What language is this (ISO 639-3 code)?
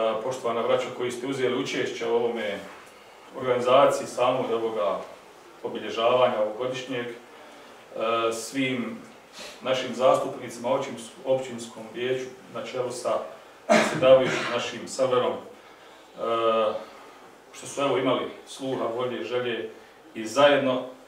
bos